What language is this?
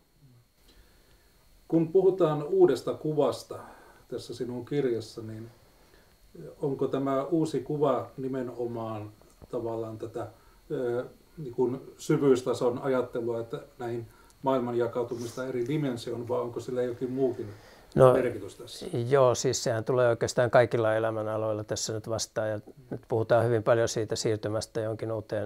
Finnish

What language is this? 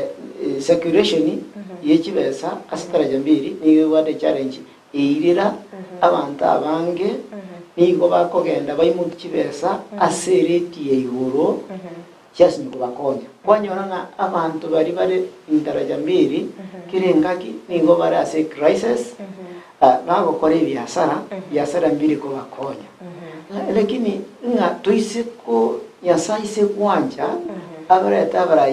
Gusii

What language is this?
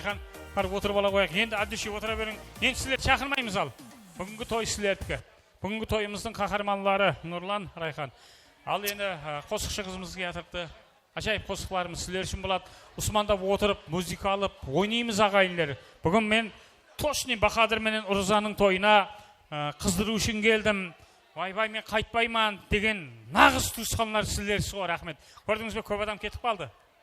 Kara-Kalpak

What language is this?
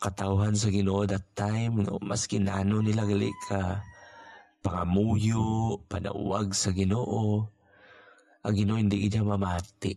Hiligaynon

